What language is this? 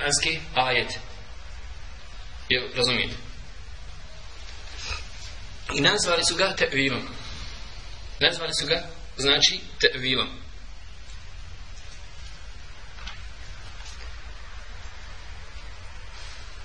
Bosnian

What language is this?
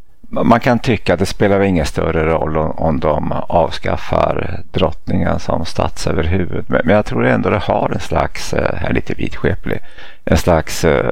Swedish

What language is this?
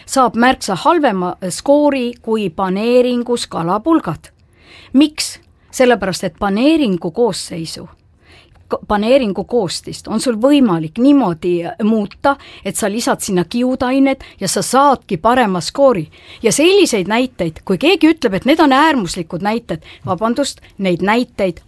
Estonian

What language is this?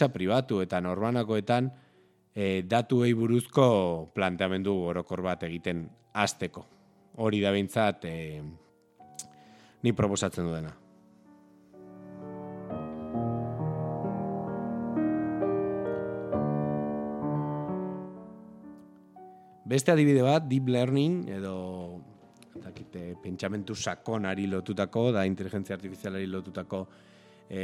Basque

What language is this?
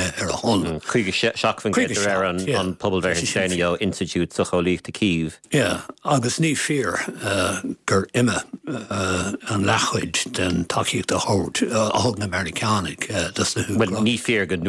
Irish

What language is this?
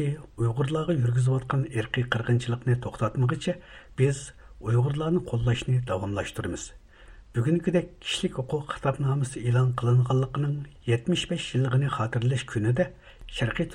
Uyghur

